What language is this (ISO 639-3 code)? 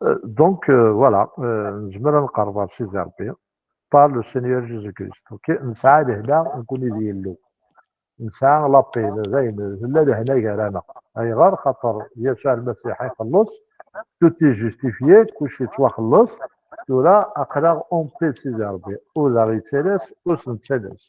kab